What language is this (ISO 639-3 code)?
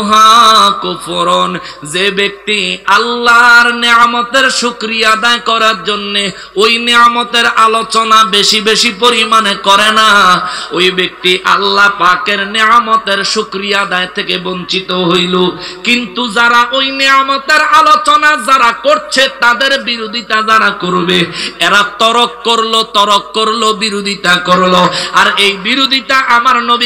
ben